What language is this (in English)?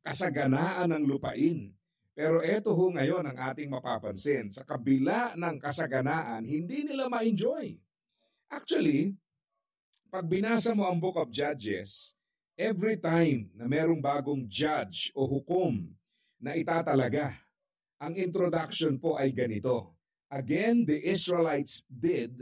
Filipino